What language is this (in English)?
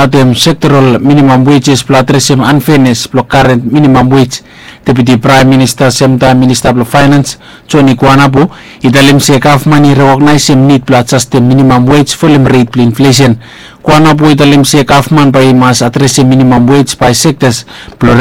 Bislama